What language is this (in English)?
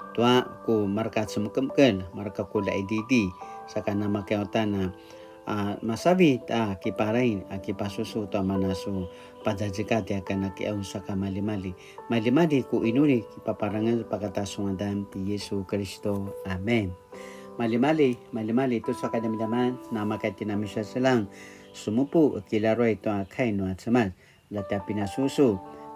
Paiwan